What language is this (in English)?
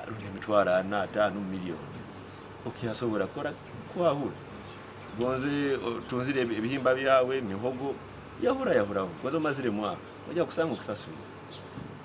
Nyoro